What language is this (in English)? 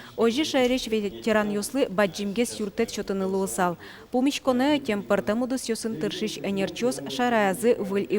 Udmurt